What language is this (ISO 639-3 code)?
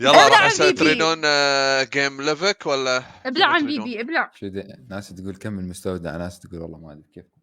acm